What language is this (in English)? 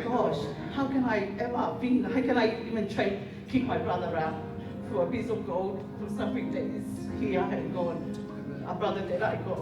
Tongan